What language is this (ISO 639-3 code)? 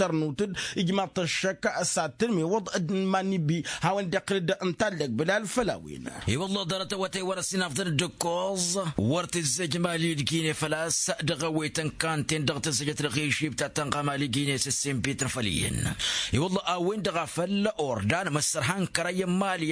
taq